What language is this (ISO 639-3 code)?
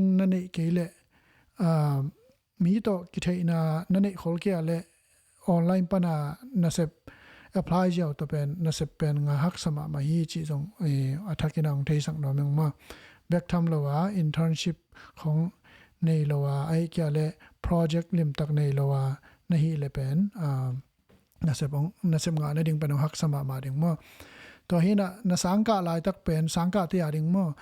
ctd